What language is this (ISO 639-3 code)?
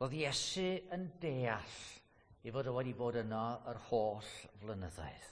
cym